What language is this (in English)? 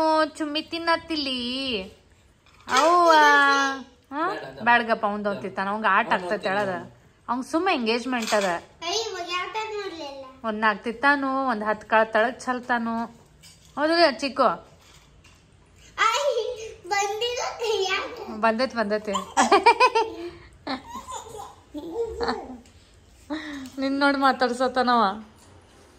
Kannada